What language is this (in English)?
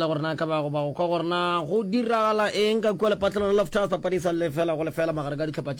Northern Sotho